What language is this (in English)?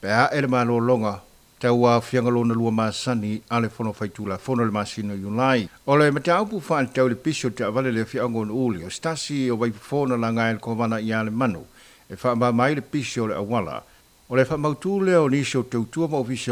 Samoan